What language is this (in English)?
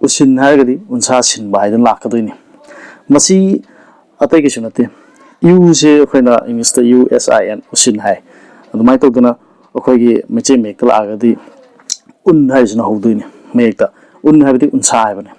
Manipuri